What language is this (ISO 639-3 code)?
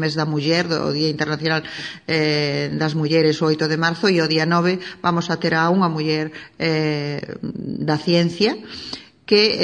glg